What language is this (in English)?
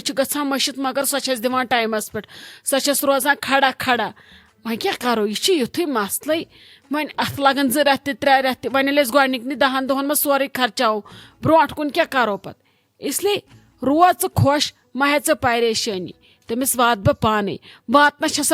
Kashmiri